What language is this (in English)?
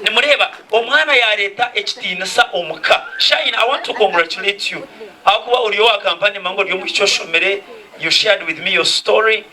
Nyankole